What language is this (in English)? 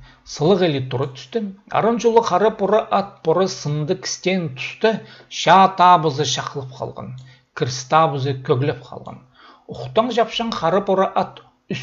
Khakas